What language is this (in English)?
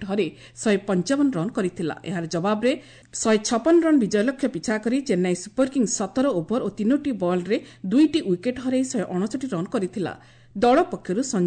Odia